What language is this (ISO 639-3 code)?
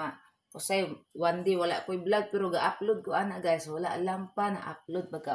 ceb